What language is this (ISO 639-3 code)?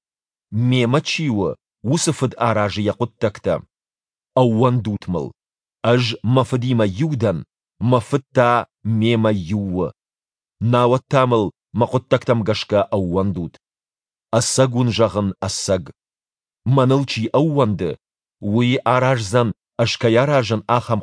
oss